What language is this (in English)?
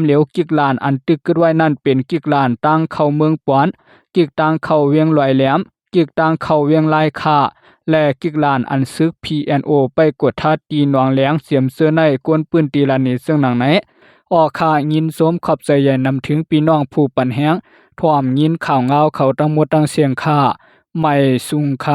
Lao